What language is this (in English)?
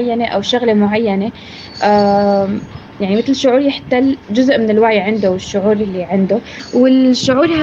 North Levantine Arabic